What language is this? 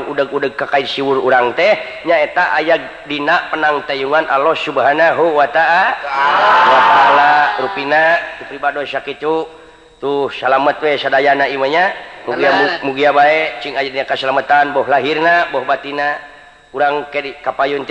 Sundanese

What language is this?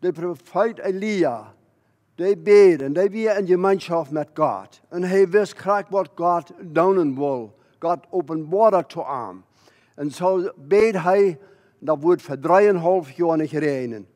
Plautdietsch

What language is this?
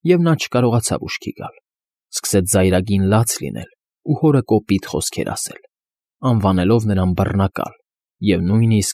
Armenian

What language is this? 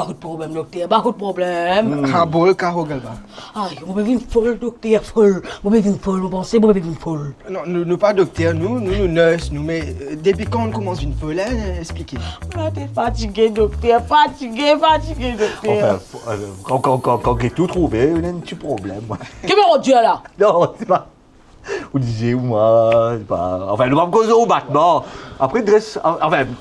Morisyen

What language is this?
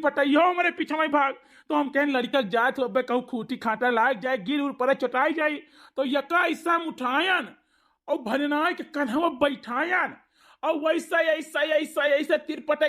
Awadhi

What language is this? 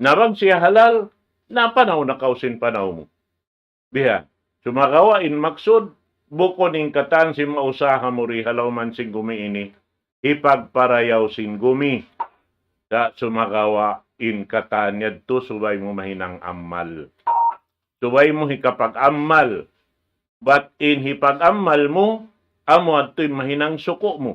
Tausug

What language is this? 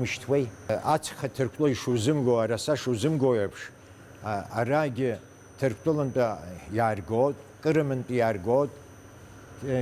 Abkhazian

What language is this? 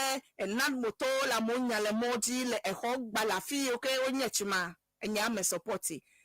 Ewe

